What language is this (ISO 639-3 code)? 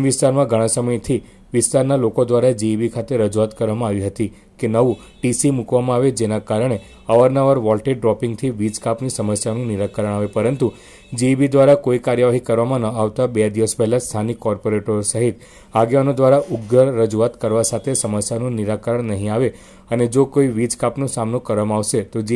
guj